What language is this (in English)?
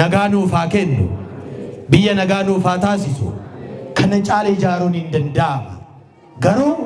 Oromo